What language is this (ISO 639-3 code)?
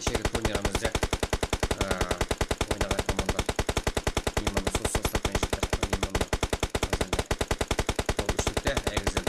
kaa